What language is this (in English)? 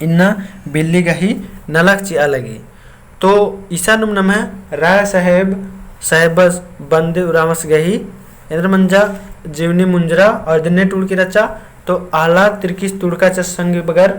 Kurukh